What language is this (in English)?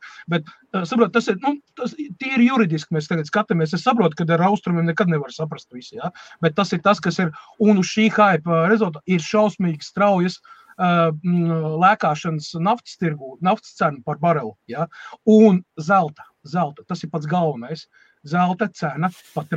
Latvian